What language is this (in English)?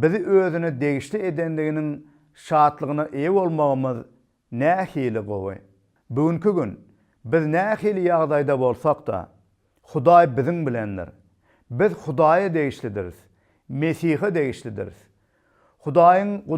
Turkmen